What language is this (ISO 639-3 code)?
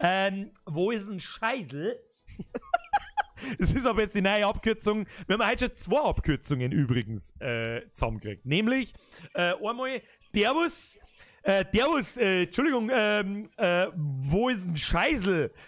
bar